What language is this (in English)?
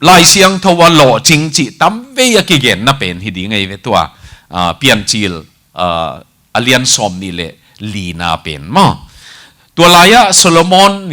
Tedim Chin